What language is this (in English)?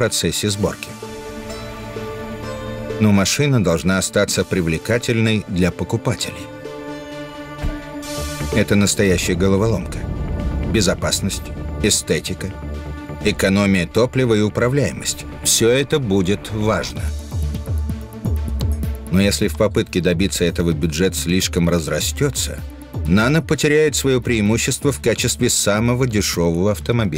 Russian